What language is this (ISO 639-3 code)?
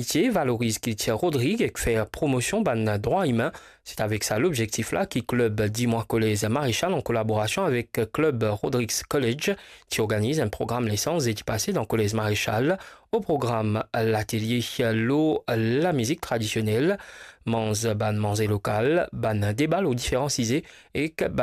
mfe